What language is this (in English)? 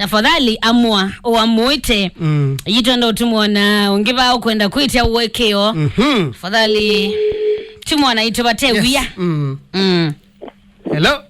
Kamba